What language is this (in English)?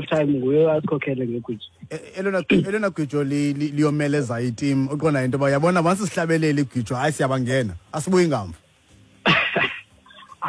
Xhosa